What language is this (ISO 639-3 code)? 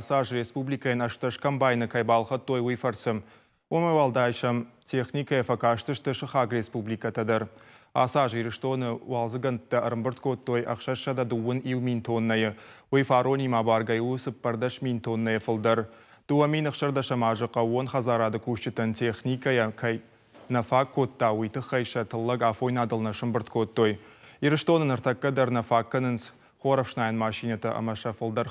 oss